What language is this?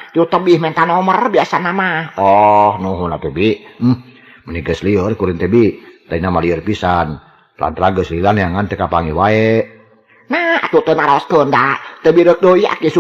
Sundanese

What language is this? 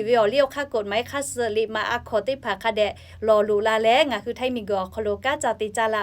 Lahu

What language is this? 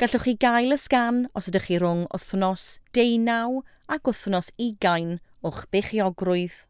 Welsh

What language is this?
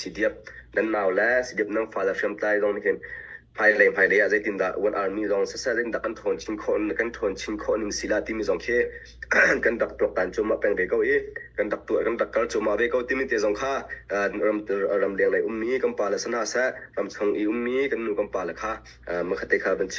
Hakha Chin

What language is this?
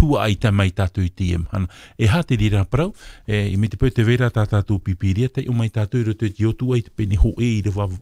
Tahitian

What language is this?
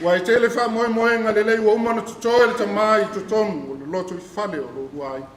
Samoan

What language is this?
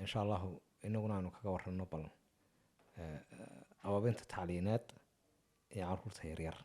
Somali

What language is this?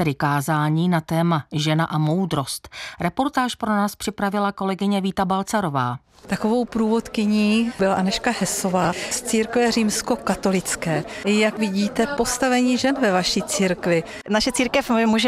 Czech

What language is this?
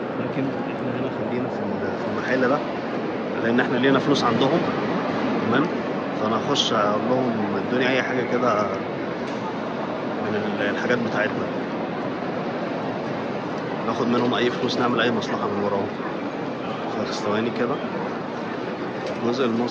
Egyptian Arabic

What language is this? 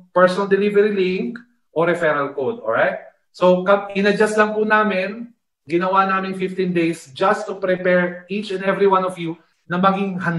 Filipino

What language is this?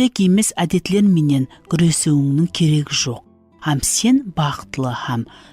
Kara-Kalpak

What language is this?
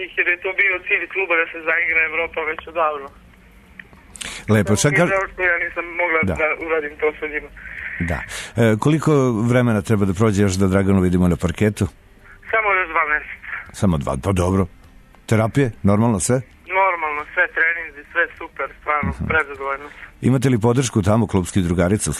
Serbian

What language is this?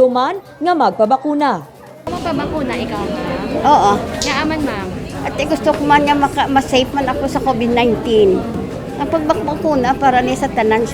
Hiligaynon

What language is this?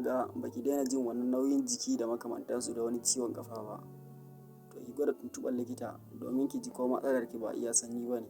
Hausa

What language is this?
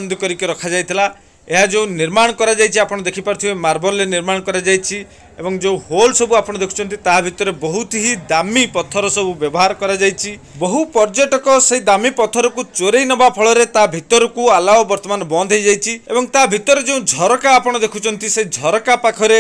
Odia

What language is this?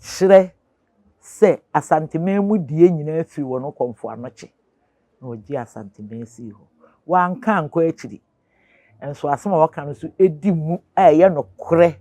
Akan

